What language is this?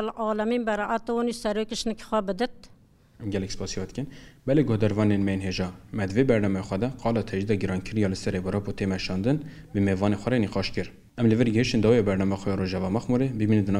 Kurdish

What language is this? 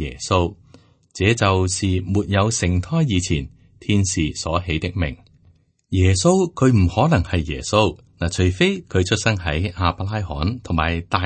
Cantonese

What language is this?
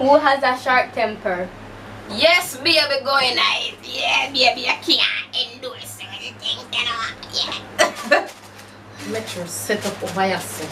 Jamaican Creole English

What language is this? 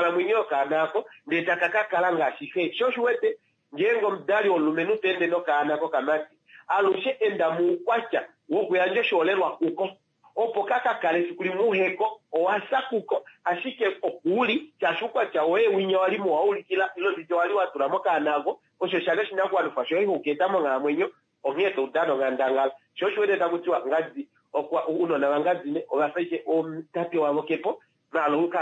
Kuanyama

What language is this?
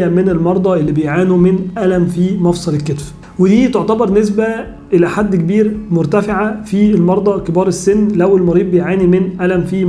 Egyptian Arabic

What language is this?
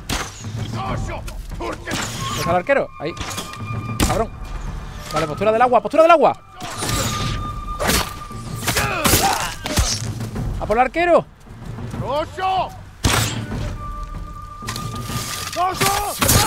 Spanish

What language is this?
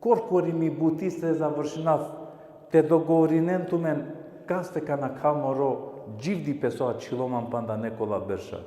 Balkan Romani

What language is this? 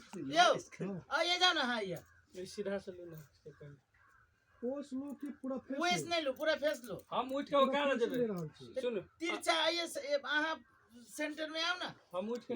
Maithili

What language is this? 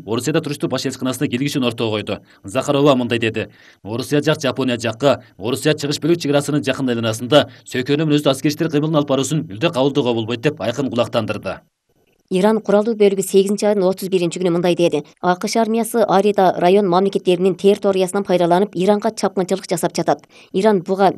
Kyrgyz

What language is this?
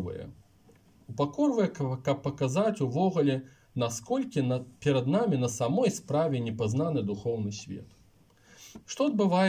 Belarusian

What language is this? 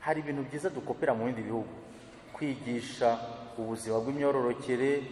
Kinyarwanda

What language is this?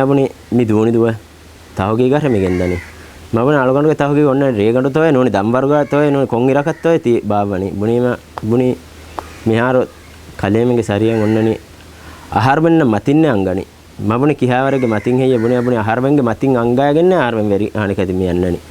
Divehi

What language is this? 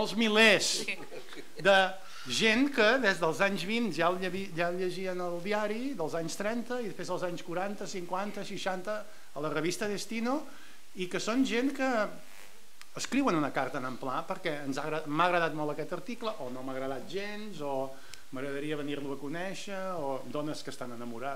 Catalan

